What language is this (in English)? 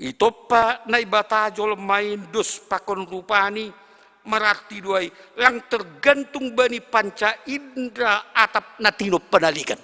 Batak Simalungun